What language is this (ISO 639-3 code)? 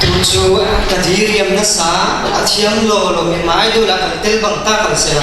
cfm